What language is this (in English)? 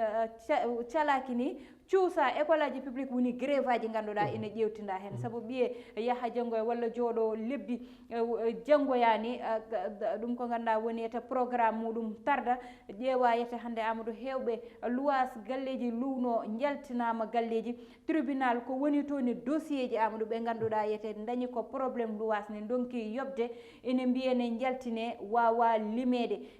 Fula